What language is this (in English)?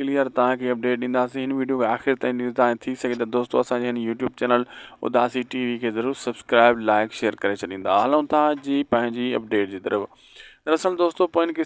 Sindhi